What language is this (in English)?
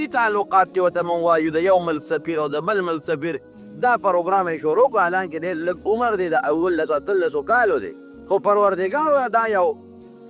Pashto